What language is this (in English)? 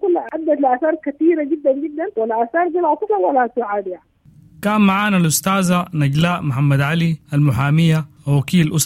Sudanese Arabic